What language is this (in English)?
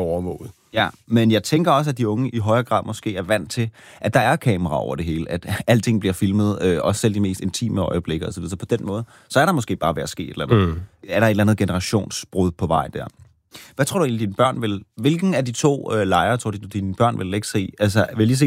Danish